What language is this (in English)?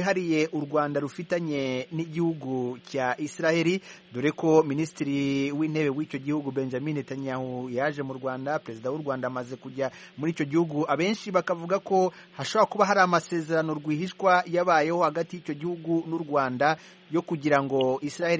Kinyarwanda